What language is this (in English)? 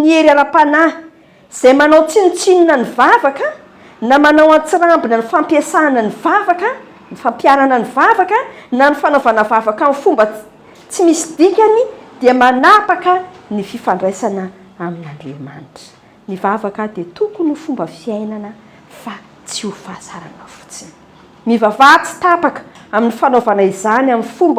Malagasy